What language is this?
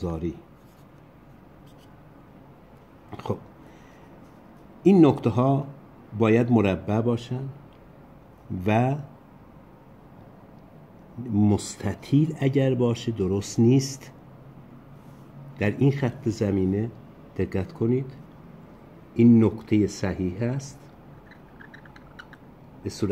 Persian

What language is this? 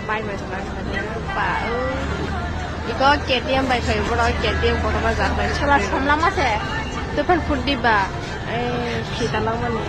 Kok Borok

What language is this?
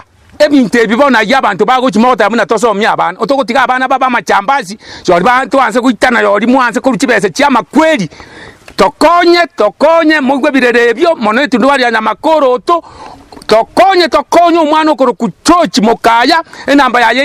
Gusii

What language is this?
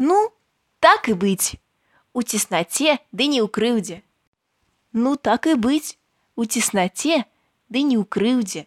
Belarusian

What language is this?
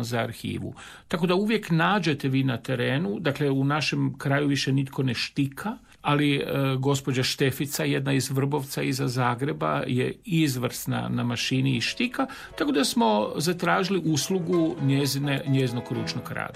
Croatian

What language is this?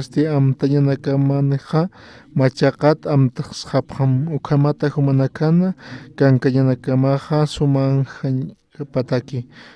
Aymara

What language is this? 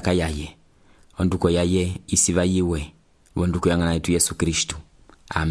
Umbundu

